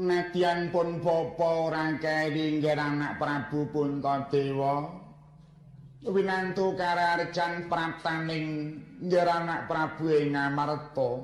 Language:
Javanese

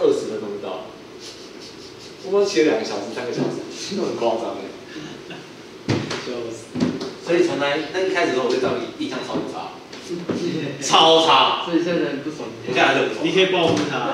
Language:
Chinese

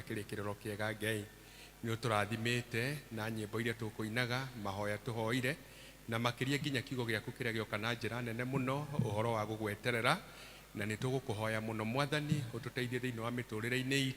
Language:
Kikuyu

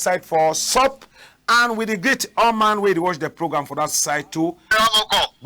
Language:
Cameroon Pidgin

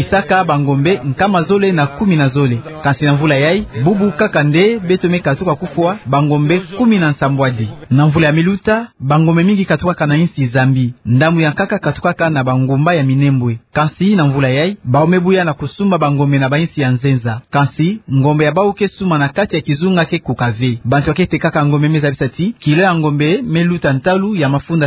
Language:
Kituba (Democratic Republic of Congo)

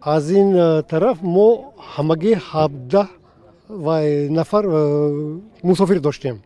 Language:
Tajik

